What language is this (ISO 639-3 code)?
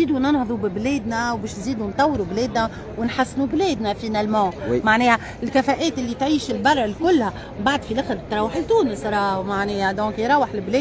aeb